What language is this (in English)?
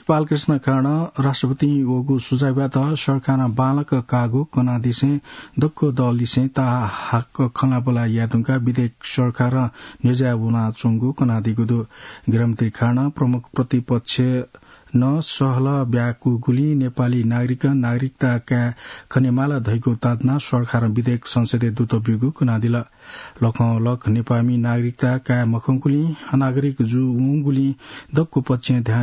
Newari